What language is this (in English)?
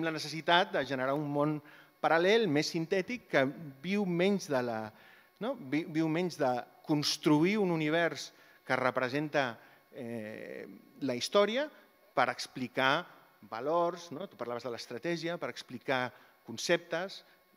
Catalan